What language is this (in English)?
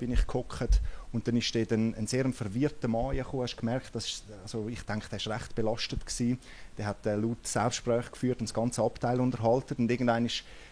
Swiss German